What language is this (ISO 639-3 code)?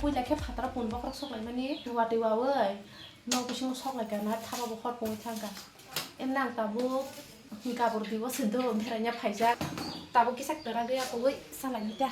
trp